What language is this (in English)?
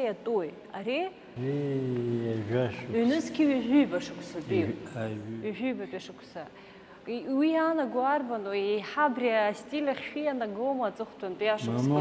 Abkhazian